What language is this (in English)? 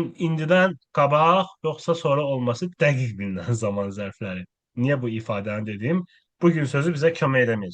Azerbaijani